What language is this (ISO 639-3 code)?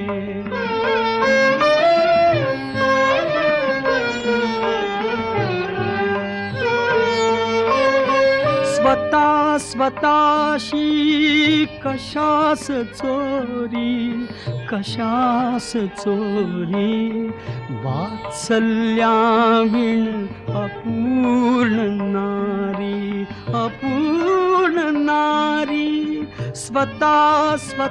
mar